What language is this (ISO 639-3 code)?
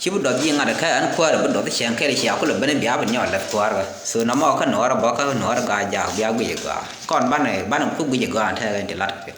nus